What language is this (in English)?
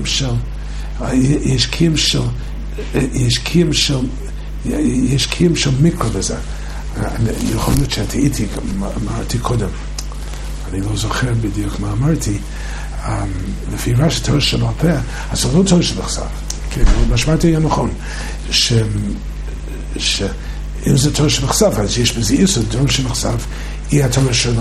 Hebrew